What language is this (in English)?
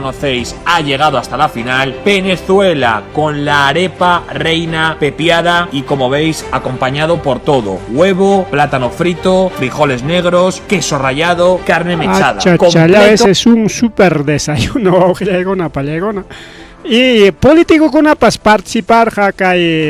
Ayacucho Quechua